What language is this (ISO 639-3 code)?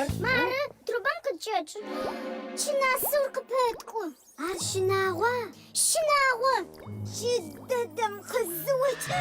ady